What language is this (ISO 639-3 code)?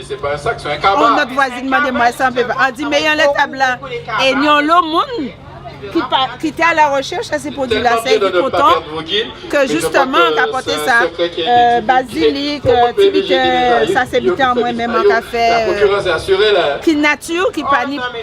gcf